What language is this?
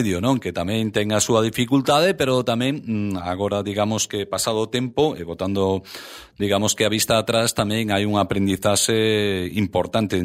Galician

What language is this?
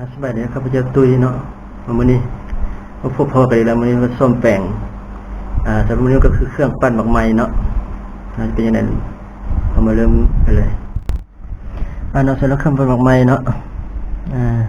Lao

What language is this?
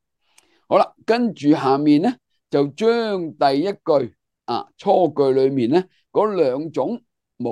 Cantonese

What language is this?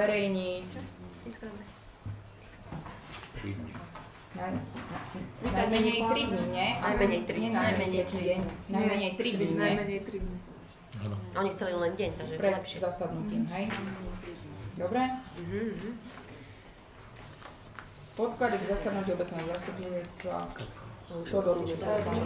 Slovak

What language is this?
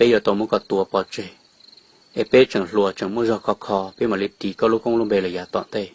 Hmong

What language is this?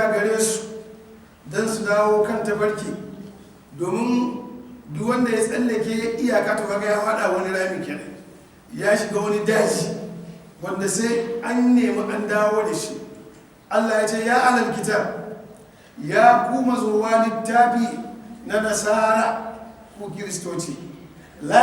Hausa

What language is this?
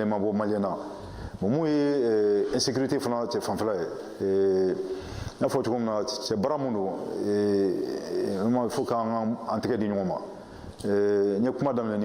Bambara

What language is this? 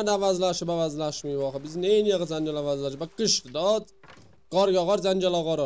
South Azerbaijani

